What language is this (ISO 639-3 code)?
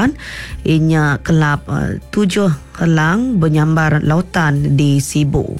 iba